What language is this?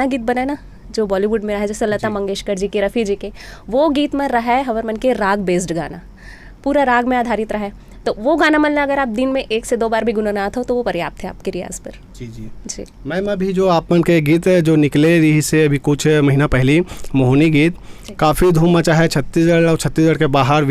Chhattisgarhi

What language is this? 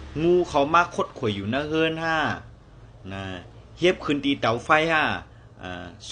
Shan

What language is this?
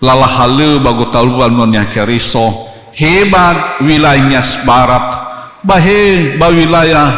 Nias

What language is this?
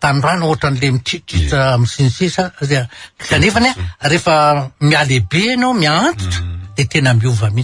Malagasy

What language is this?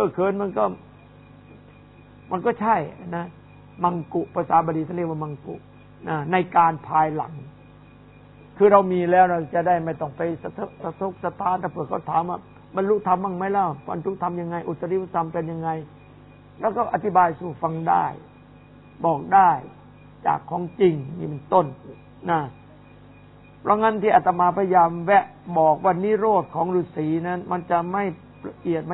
Thai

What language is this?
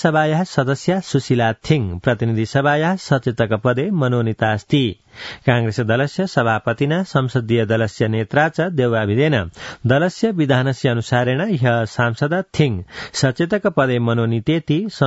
Sanskrit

